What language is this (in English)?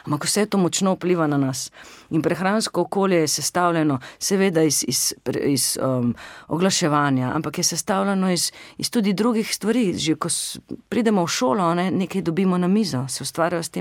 Slovenian